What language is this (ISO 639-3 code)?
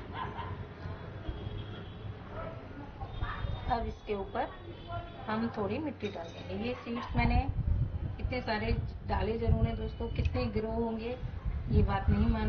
hin